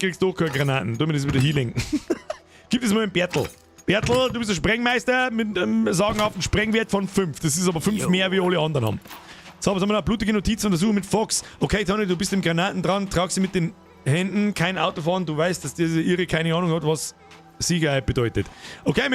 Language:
Bavarian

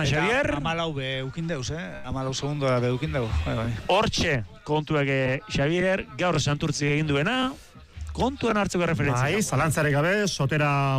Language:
Basque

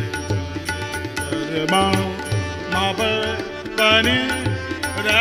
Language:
Hindi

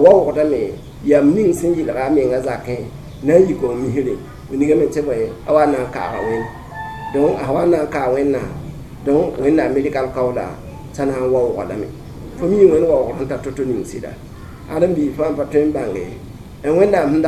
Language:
Mossi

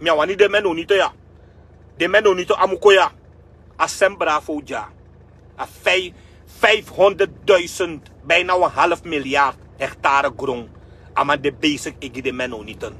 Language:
Sranan Tongo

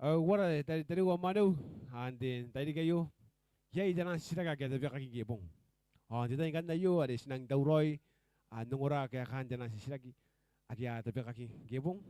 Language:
Gilbertese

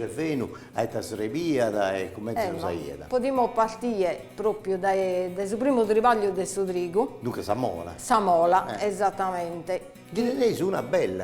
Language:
Sardinian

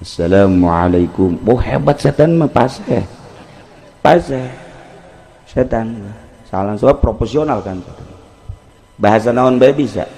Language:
Sundanese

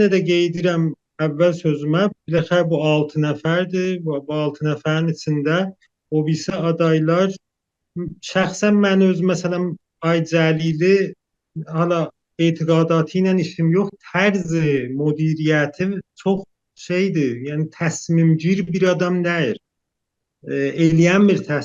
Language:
South Azerbaijani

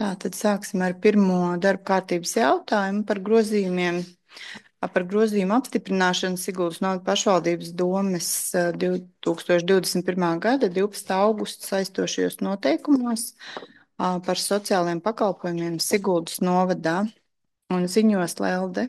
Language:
Latvian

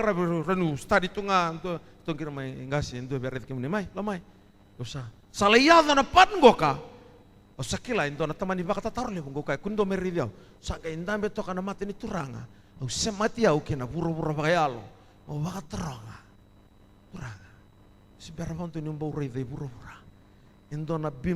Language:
Fijian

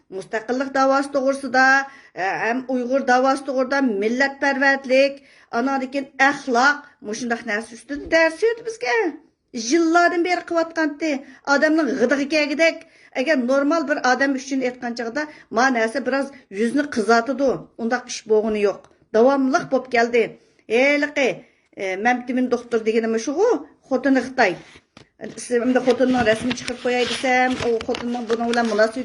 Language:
Uyghur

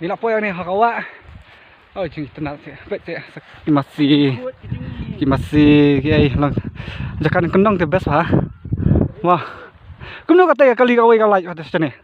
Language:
Khasi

